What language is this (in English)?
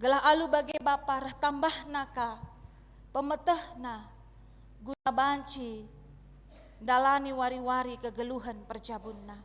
Batak Karo